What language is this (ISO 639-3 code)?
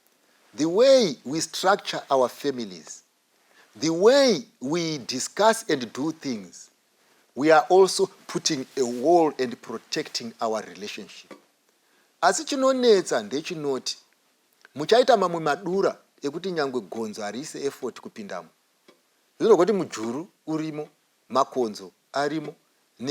sna